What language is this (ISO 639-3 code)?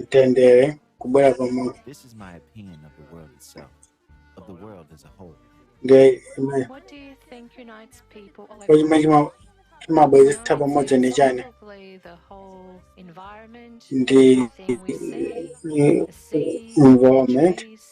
nya